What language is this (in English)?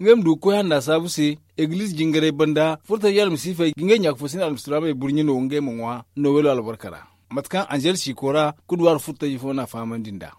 Zarma